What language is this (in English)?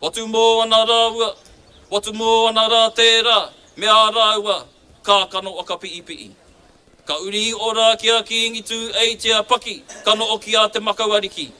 Māori